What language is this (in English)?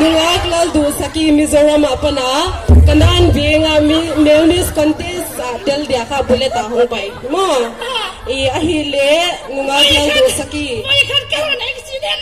Paite Chin